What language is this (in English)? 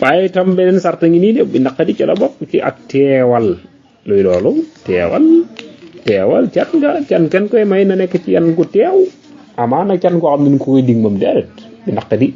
Wolof